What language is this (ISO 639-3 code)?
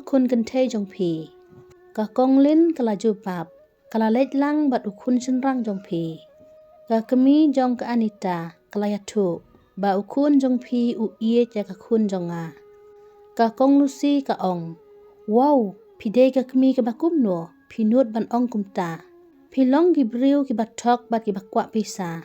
kha